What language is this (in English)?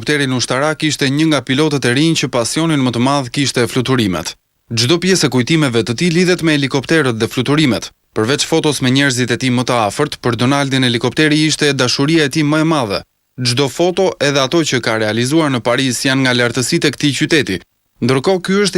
Albanian